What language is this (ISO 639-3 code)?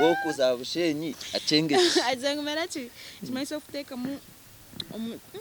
nyn